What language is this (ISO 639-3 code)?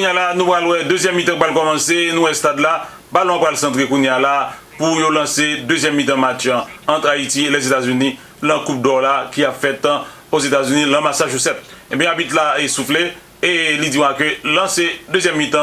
hat